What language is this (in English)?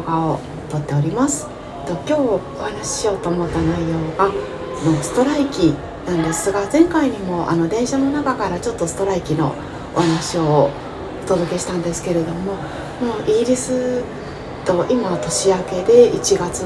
Japanese